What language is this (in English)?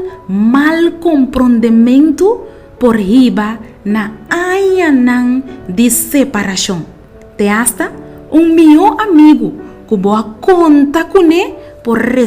Papiamento